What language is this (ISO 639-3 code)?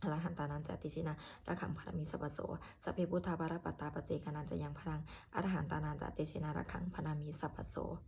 pli